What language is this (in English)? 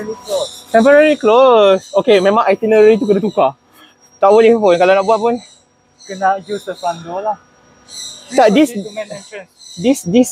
Malay